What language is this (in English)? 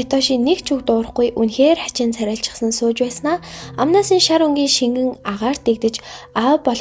Mongolian